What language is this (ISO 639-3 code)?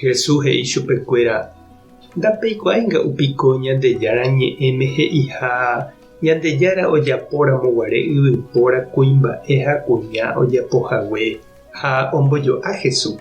grn